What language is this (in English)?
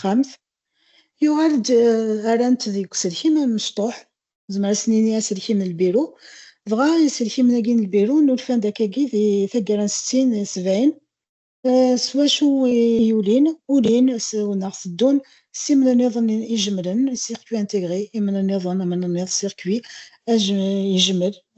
Kabyle